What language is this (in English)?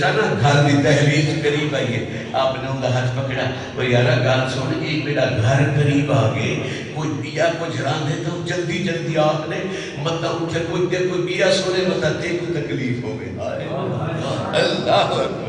Saraiki